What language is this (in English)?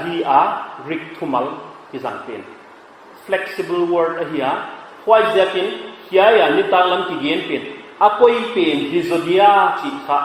Paite Chin